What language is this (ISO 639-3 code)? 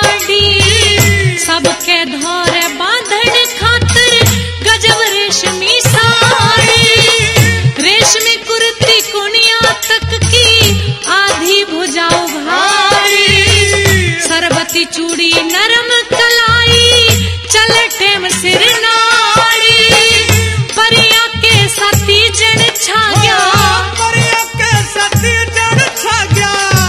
bgc